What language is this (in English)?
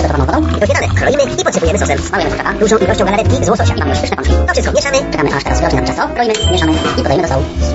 Polish